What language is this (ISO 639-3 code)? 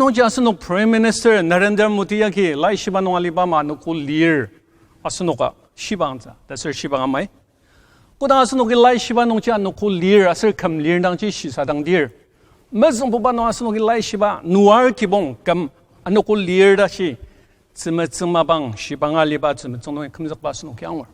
njo